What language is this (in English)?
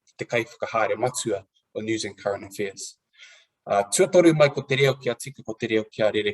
Māori